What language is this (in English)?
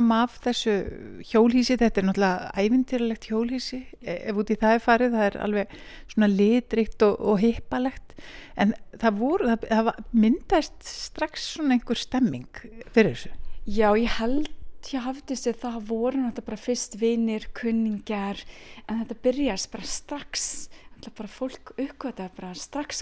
Icelandic